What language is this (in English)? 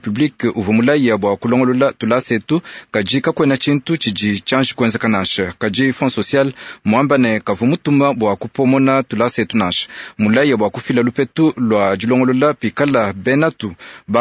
Luba-Lulua